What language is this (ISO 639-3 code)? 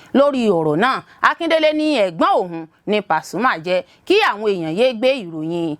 yor